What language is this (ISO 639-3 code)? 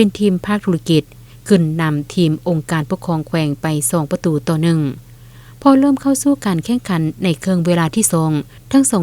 lao